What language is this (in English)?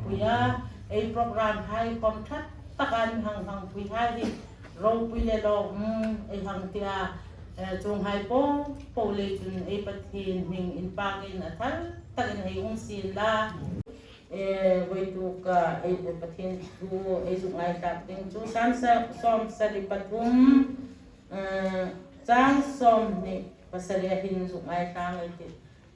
Hmar